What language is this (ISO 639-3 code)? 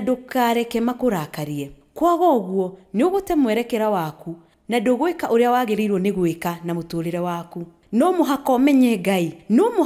kik